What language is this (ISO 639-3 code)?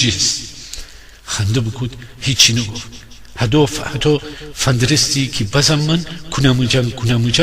glk